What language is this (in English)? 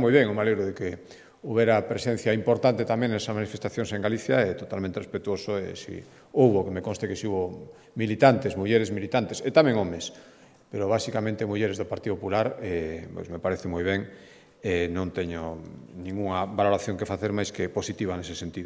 Galician